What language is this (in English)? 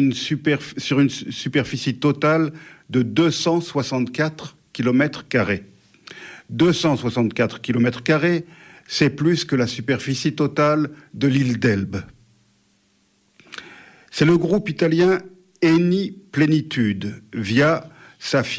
French